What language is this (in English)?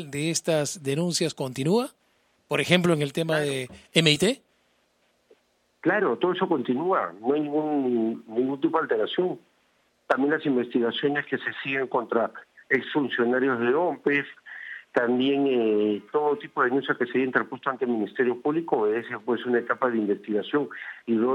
Spanish